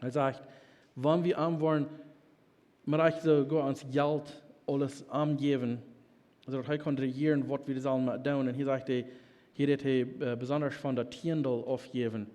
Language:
Plautdietsch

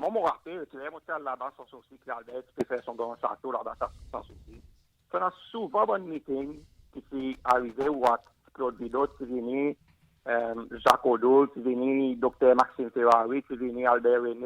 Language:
Seselwa Creole French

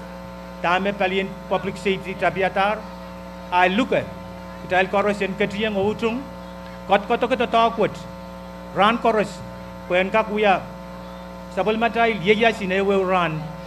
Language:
Pohnpeian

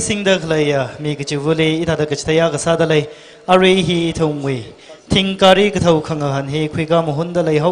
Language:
Tangkhul Naga (India)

